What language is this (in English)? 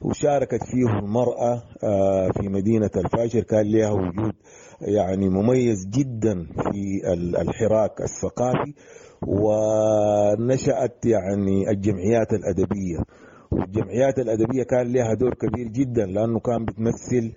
Sudanese Arabic